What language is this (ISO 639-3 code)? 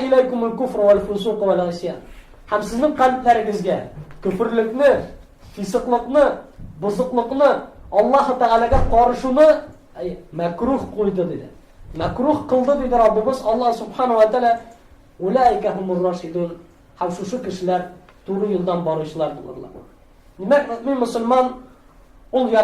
tat